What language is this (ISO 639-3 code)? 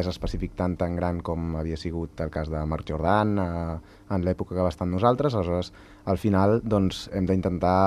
cat